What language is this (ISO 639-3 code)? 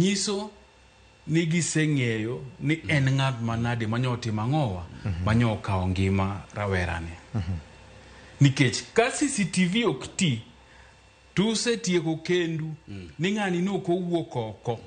luo